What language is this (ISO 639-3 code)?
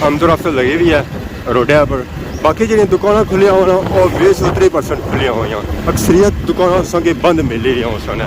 phr